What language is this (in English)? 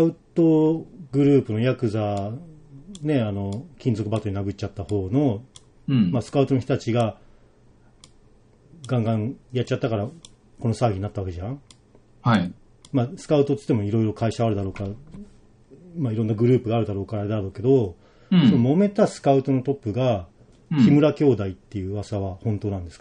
Japanese